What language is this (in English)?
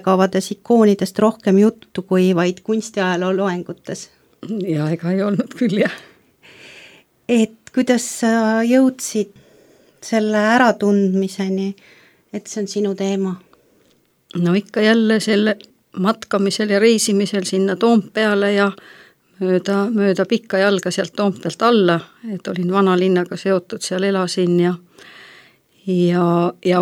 Estonian